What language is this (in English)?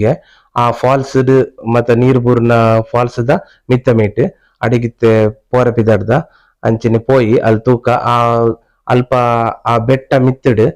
Tulu